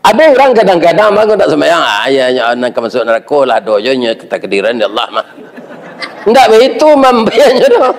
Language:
Minangkabau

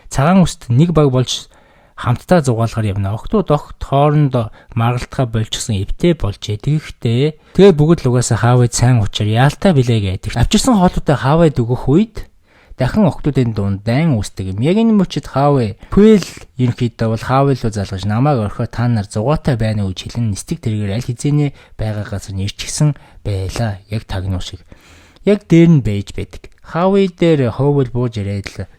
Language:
Mongolian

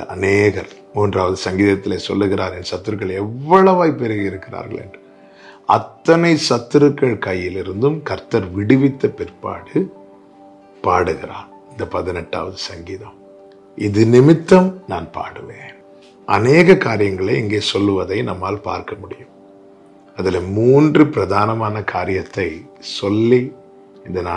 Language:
Tamil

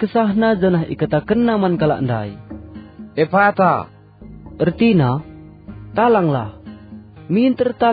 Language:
Batak Karo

